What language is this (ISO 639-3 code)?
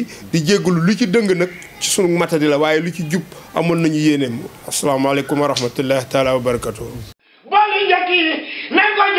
wol